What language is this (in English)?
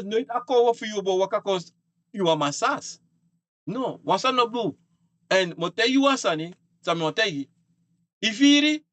Sranan Tongo